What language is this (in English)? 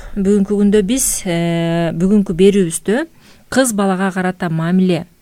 Kyrgyz